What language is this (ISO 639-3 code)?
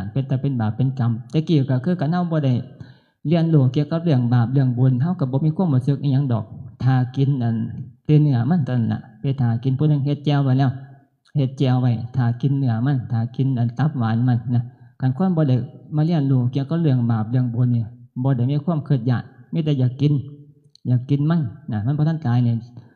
tts